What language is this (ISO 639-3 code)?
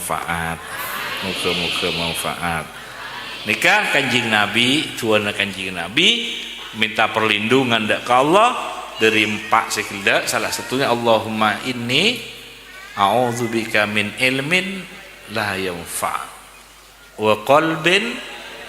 mad